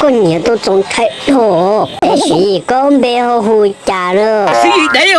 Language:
Hmong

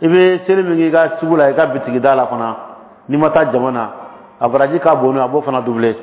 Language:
Dyula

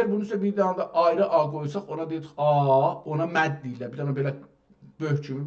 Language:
South Azerbaijani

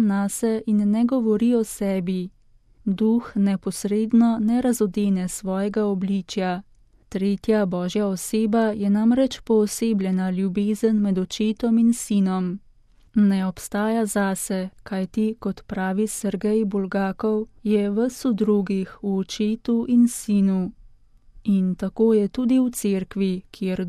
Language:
Slovenian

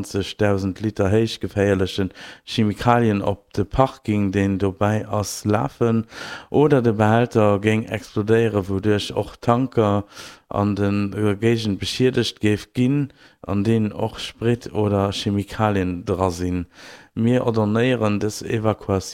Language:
Luxembourgish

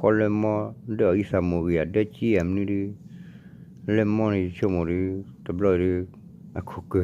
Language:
S'gaw Karen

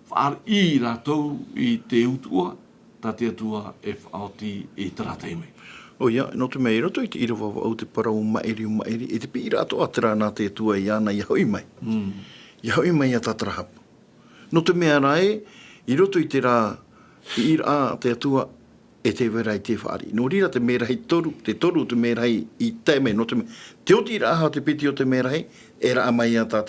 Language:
Tahitian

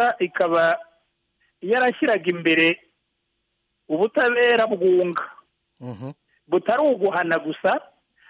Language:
Kinyarwanda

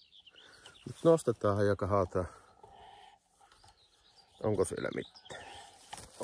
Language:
Finnish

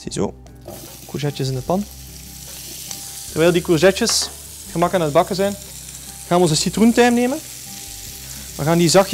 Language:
Dutch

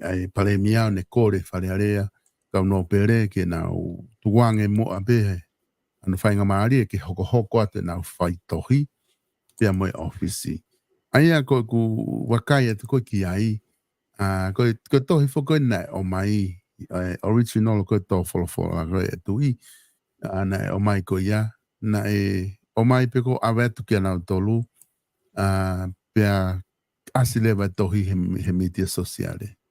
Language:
Tongan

